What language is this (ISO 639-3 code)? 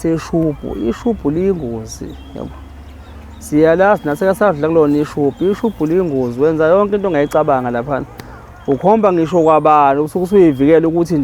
zul